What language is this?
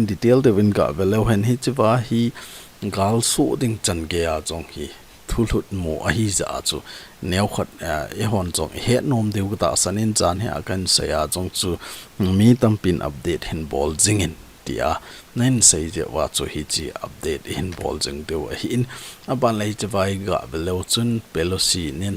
Thado Chin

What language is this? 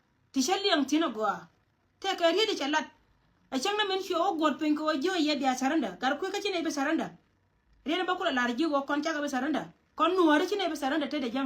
Nuer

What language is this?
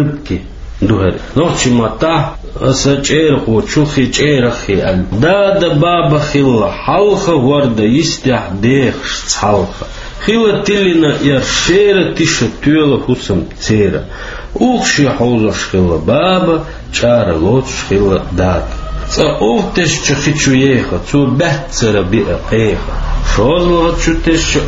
Chechen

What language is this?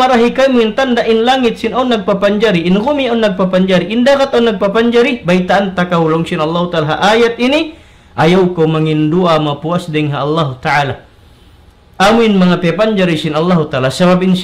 Tausug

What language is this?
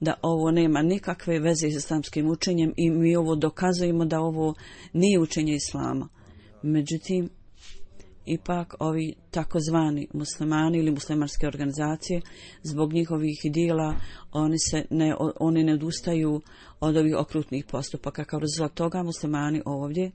Bosnian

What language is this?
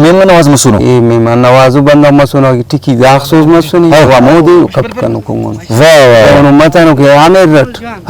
Brahui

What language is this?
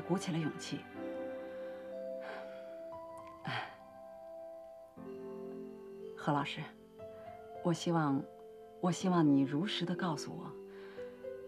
Chinese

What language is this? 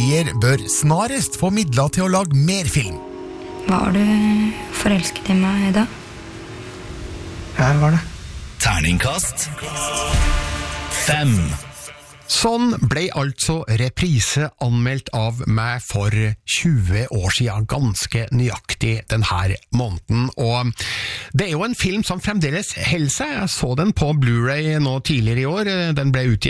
Norwegian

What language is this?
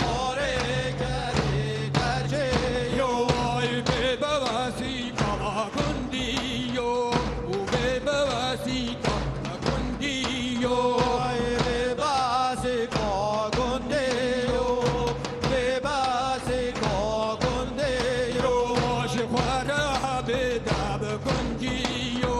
Kurdish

